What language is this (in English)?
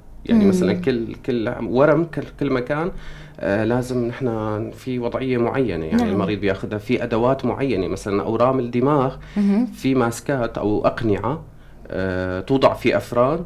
North Levantine Arabic